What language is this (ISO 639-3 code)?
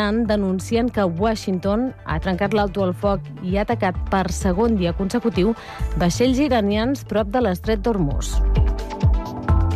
cat